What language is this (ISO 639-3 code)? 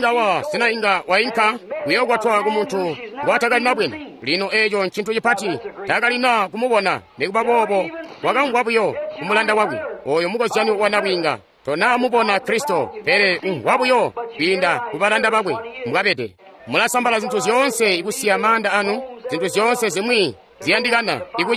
toi